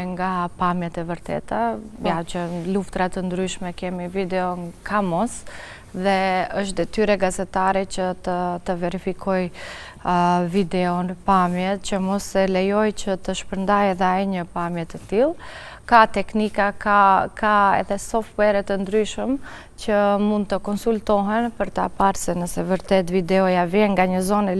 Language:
Albanian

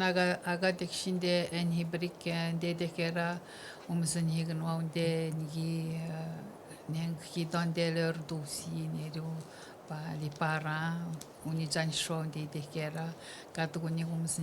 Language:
Atikamekw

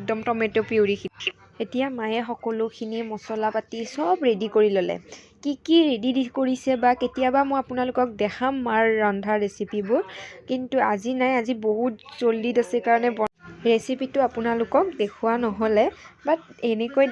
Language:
Assamese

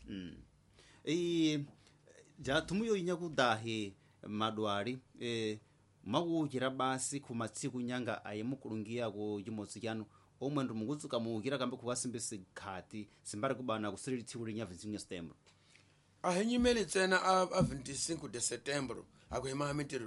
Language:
Tsonga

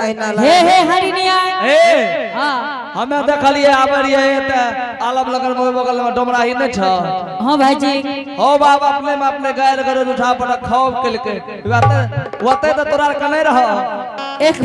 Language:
Angika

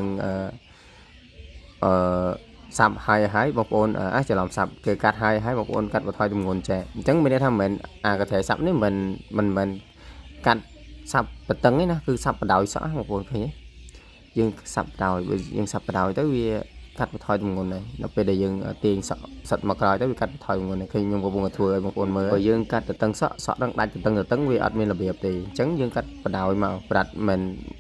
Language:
Khmer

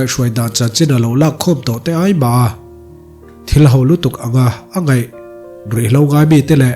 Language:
Mizo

